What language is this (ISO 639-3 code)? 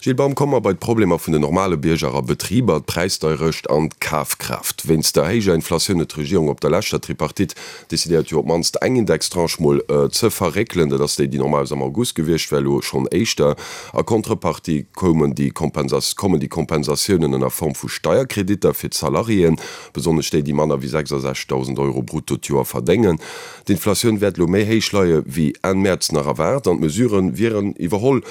ltz